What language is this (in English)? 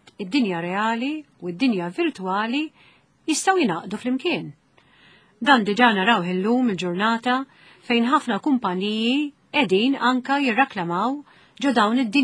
Maltese